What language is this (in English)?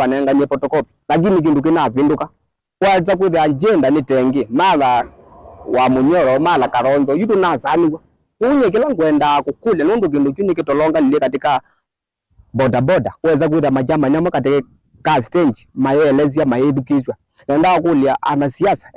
Kamba